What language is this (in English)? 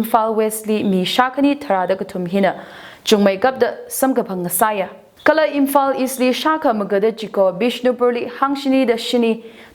Tangkhul Naga (India)